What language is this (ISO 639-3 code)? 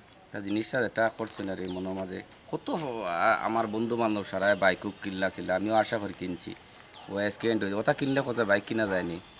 syl